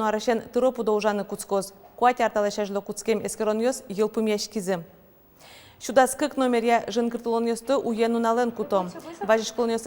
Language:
Udmurt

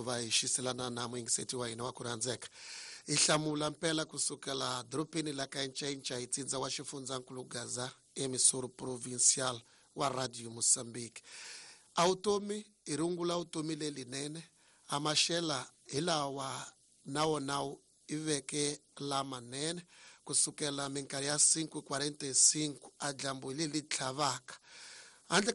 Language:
Tsonga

